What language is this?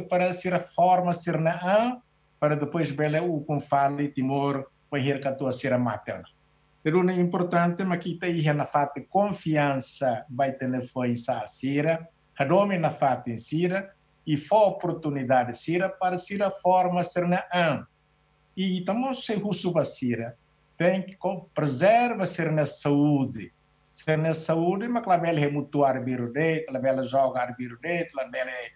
Tetum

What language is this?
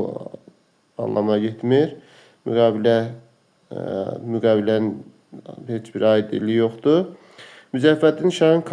Azerbaijani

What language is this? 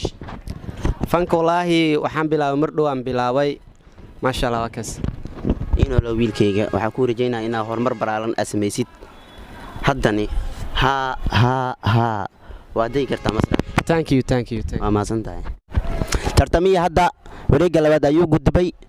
Somali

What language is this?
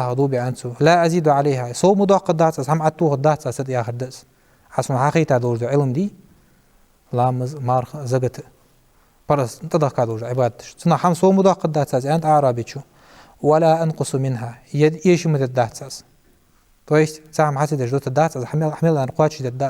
Ingush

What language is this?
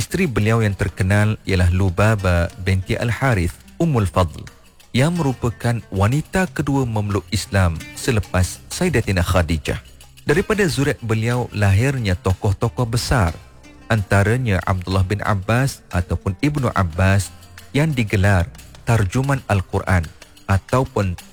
Malay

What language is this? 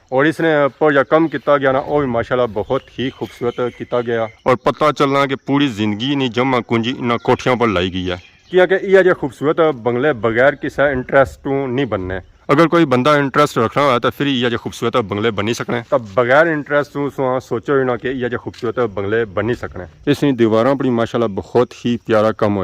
Pahari-Potwari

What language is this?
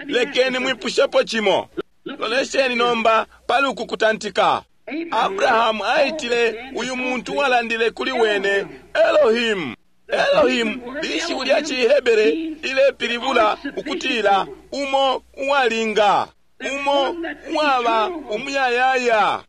Bemba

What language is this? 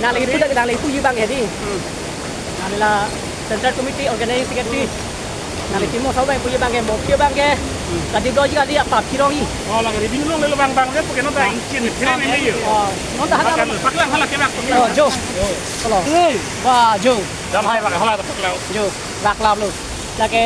Karbi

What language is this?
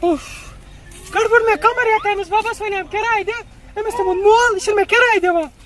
Kashmiri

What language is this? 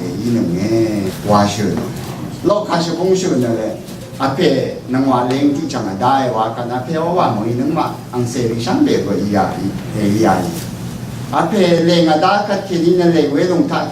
Rawang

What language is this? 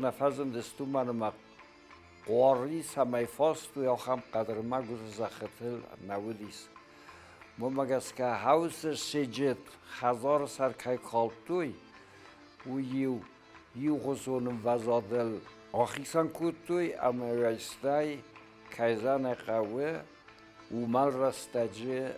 Ossetic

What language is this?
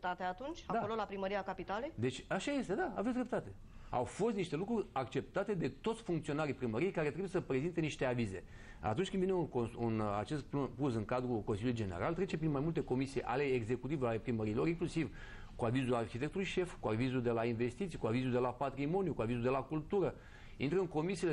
Romanian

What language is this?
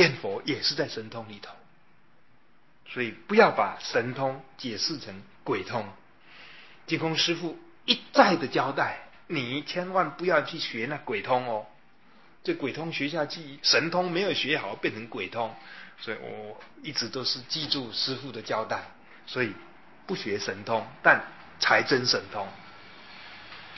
Chinese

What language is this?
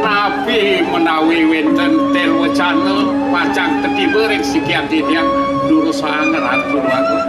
Balinese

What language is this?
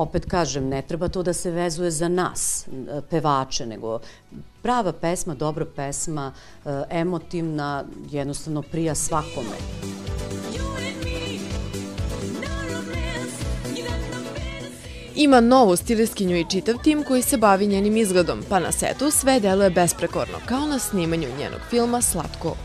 Serbian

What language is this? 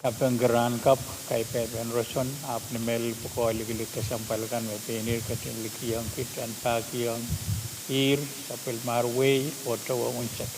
Pohnpeian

